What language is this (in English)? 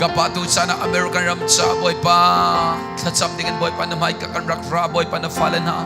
Hakha Chin